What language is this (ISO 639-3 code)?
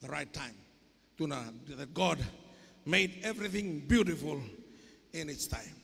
fij